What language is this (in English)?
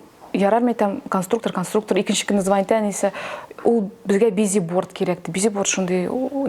Tatar